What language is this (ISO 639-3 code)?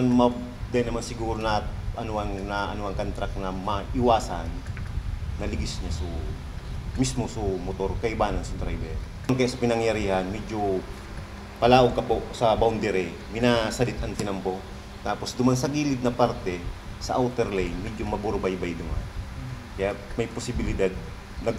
bik